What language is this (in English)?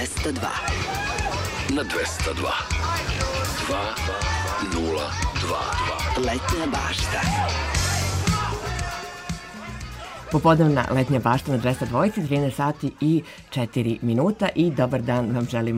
Serbian